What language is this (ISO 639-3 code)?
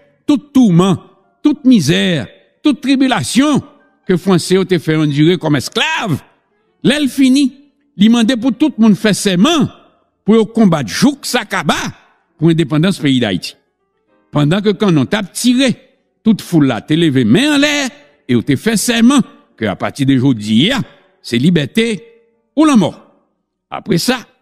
hat